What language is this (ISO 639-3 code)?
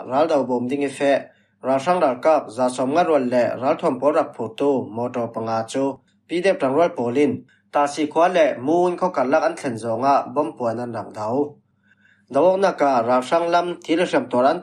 cfm